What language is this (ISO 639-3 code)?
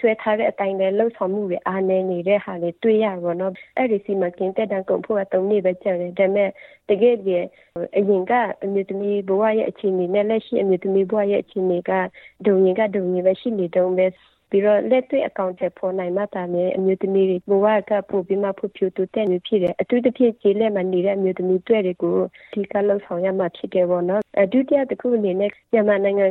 mya